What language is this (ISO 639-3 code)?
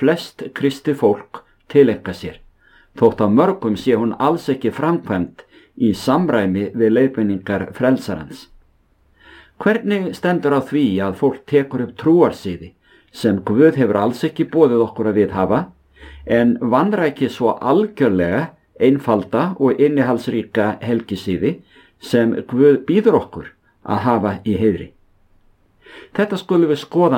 isl